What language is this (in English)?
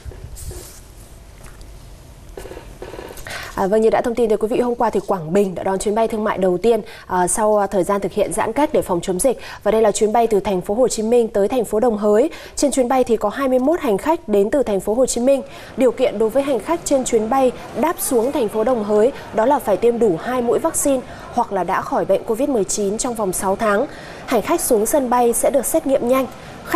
Vietnamese